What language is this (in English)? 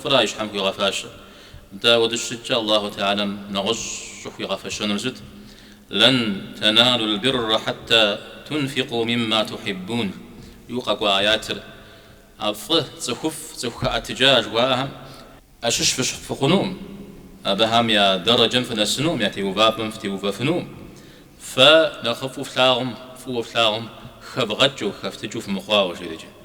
Kabardian